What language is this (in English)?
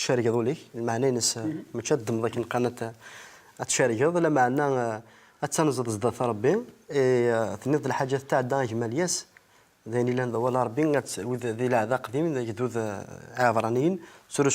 Kabyle